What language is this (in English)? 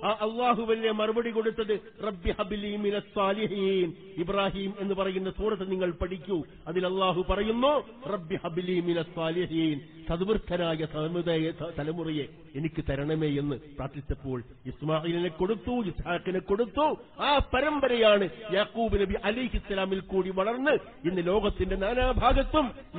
Malayalam